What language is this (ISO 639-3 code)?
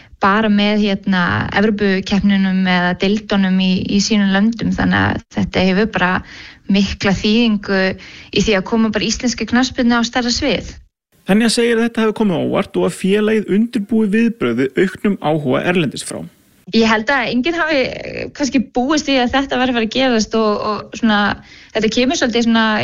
isl